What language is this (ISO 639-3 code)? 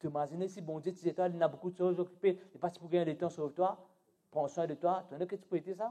mfe